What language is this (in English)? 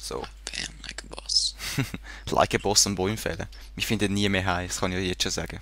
Swiss German